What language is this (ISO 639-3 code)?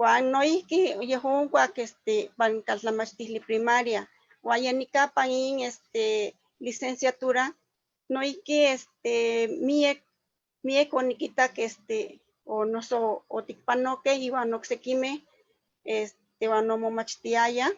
nhe